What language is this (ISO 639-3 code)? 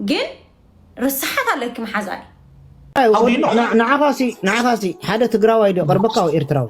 tir